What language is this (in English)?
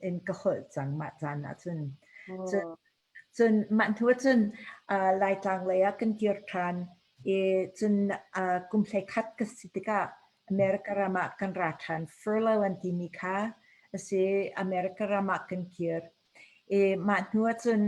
Hakha Chin